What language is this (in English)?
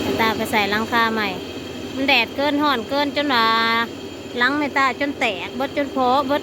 Northeastern Thai